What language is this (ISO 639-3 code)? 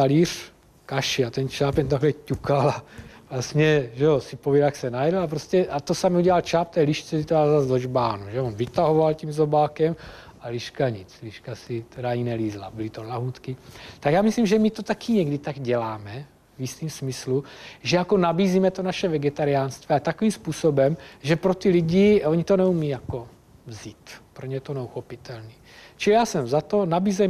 ces